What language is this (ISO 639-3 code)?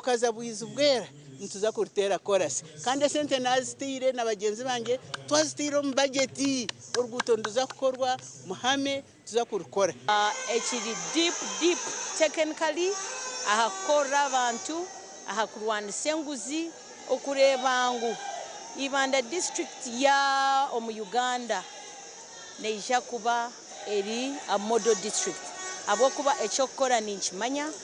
nyn